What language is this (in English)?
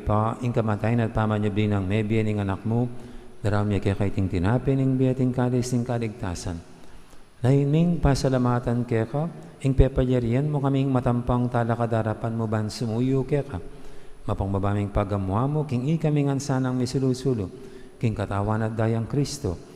Pampanga